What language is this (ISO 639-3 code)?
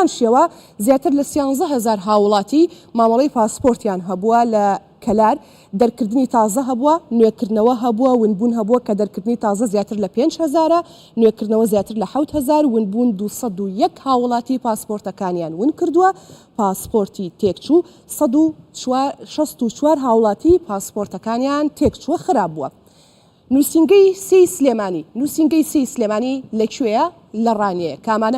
ckb